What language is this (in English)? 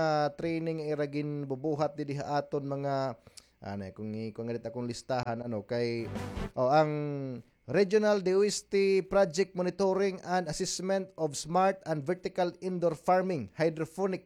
Waray